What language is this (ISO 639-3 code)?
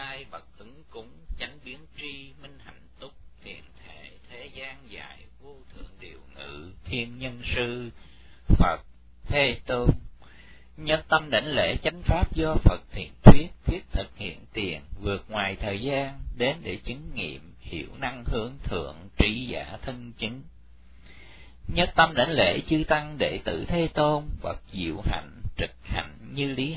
vie